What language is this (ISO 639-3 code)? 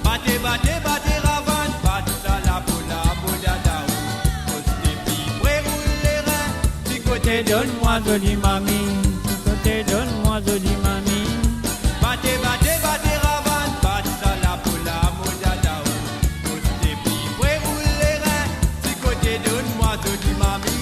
mfe